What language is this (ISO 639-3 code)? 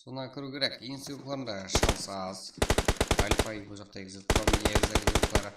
kaa